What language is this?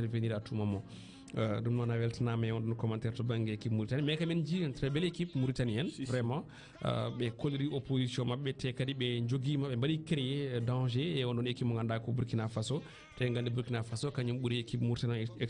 Fula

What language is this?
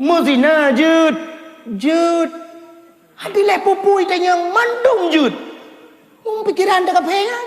Achinese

